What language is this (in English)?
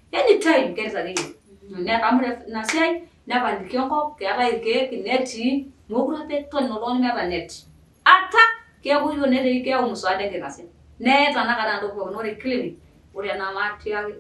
Masai